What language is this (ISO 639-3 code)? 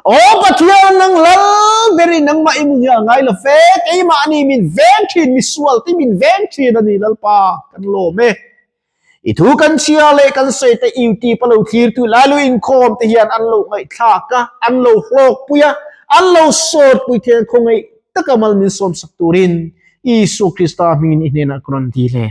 lus